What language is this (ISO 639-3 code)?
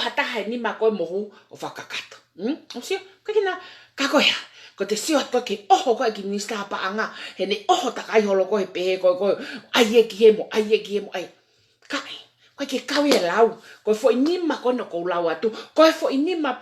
ton